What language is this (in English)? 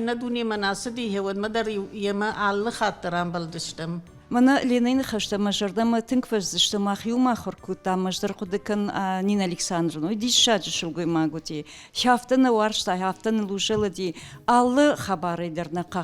Ossetic